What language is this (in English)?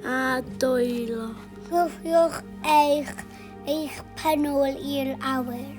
Welsh